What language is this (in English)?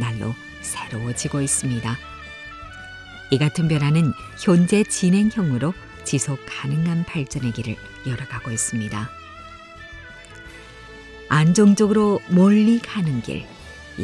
Korean